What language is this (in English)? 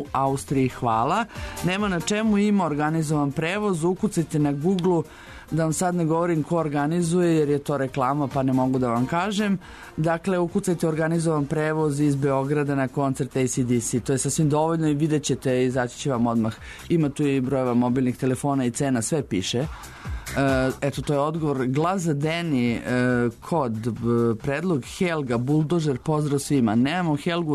Serbian